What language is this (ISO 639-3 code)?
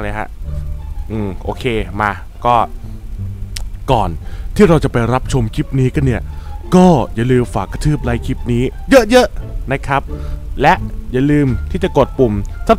tha